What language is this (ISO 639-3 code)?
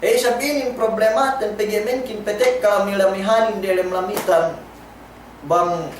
yka